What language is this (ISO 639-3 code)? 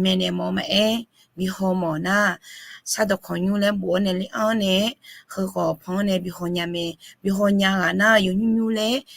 ahk